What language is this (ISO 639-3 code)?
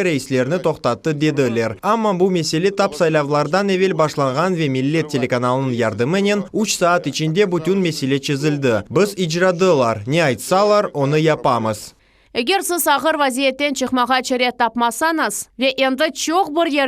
crh